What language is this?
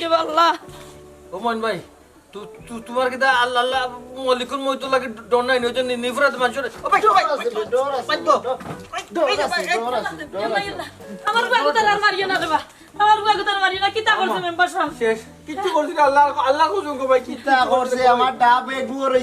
Sylheti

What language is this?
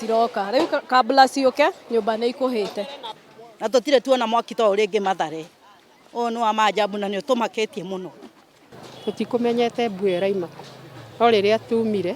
Kikuyu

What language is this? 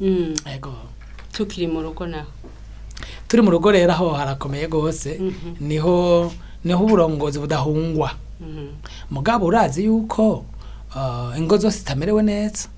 Rundi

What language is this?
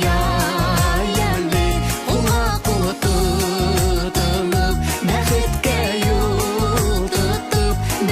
Bashkir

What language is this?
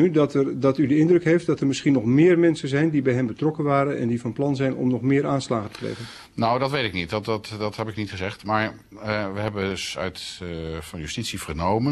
Dutch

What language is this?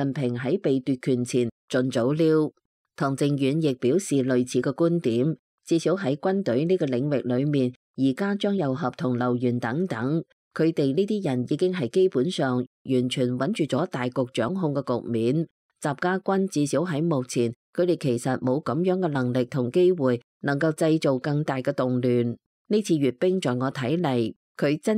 Cantonese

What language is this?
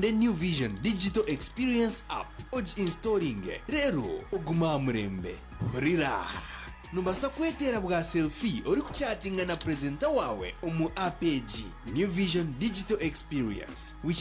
Nyankole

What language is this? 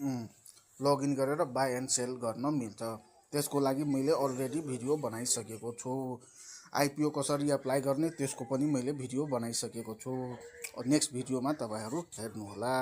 Nepali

